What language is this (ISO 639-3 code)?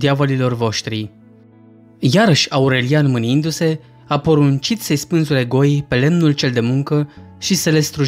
ron